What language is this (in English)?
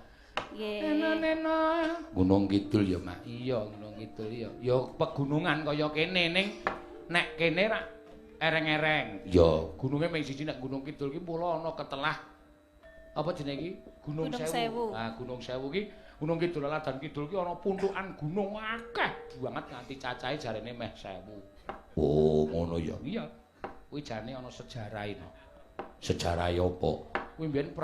Javanese